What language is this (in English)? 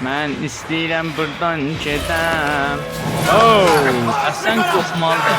South Azerbaijani